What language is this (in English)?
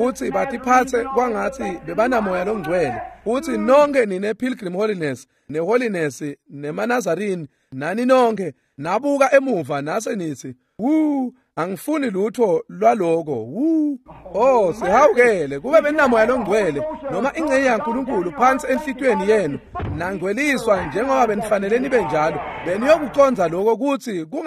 Swati